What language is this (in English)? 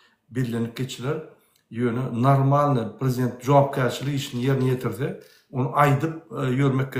Turkmen